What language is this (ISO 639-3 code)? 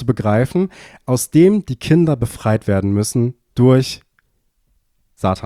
deu